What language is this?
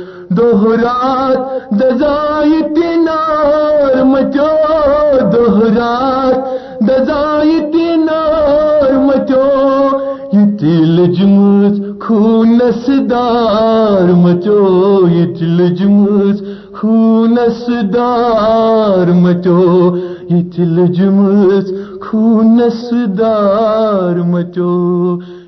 Kashmiri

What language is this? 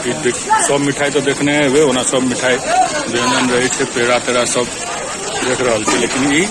Maithili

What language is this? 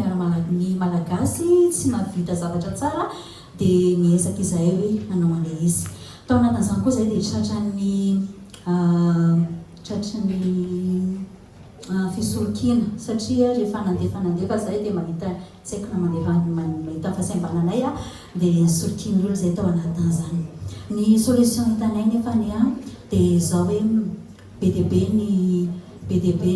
Malagasy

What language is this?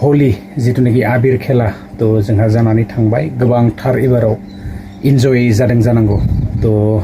Bodo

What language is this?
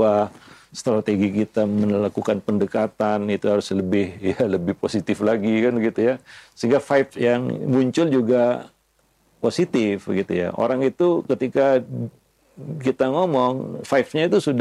Indonesian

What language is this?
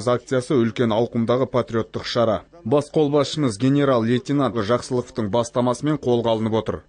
Kazakh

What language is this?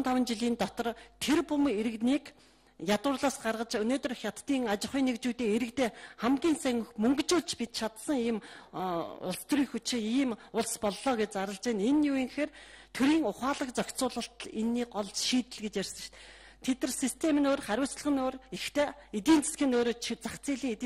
Mongolian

